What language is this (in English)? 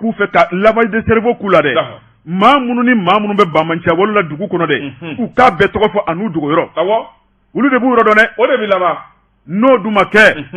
Bambara